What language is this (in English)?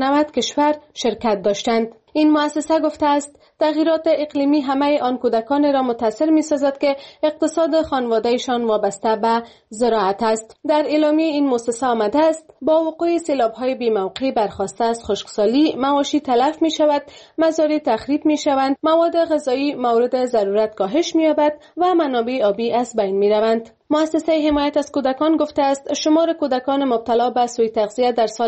Persian